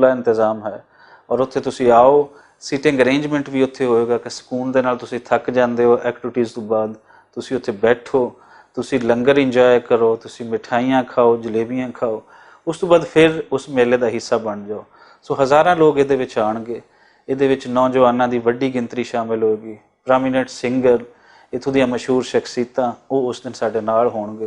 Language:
Western Panjabi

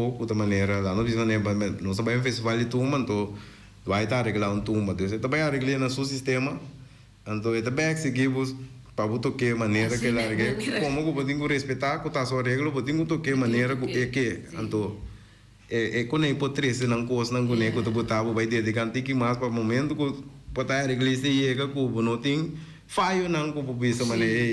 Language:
Papiamento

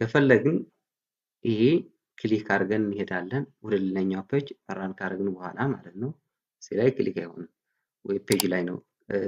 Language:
Amharic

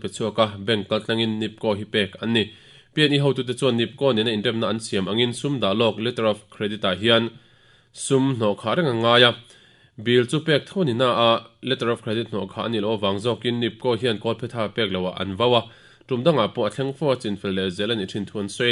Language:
Mizo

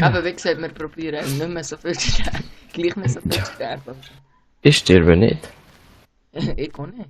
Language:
Swiss German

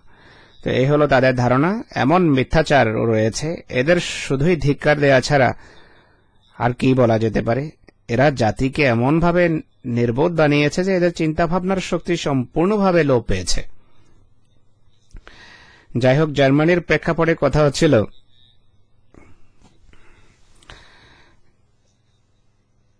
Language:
Bangla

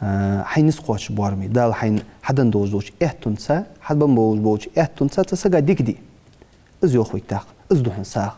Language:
Ingush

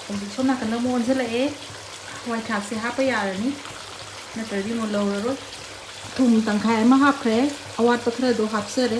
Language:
Manipuri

